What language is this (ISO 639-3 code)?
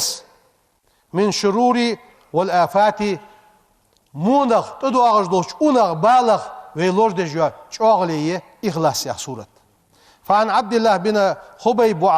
inh